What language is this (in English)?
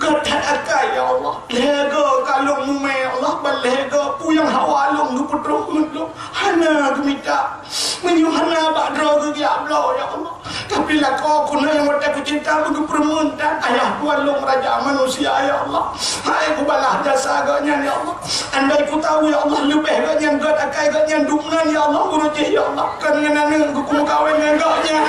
Achinese